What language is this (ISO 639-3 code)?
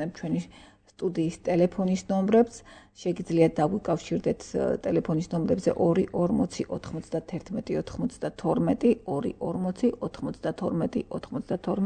kat